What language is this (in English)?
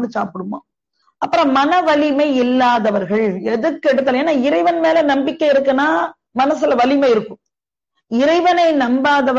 Tamil